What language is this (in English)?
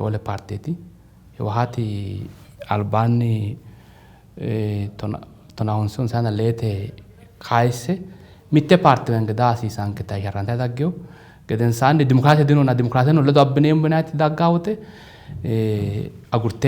Sidamo